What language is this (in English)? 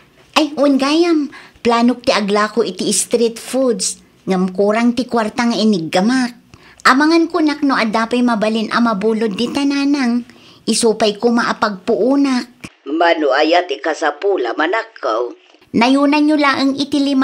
Iloko